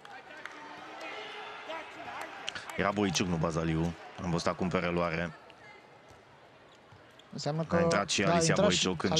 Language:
Romanian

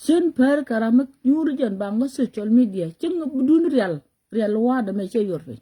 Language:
Nuer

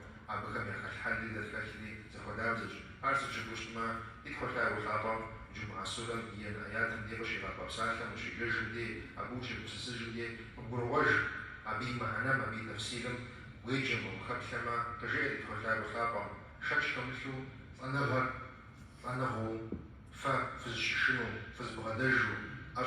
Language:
Kabardian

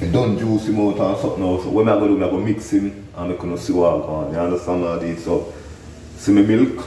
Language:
Jamaican Creole English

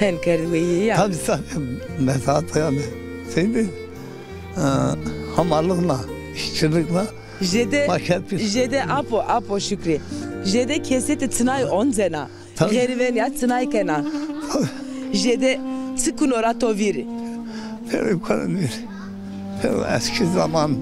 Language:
Zaza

